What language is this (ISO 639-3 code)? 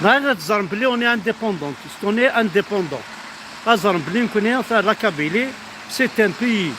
kab